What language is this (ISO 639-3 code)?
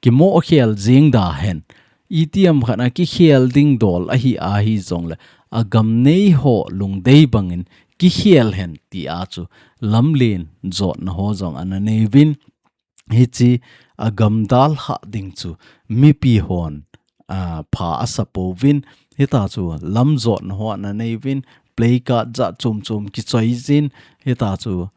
tcz